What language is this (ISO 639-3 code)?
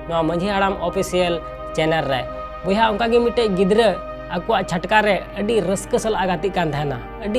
sat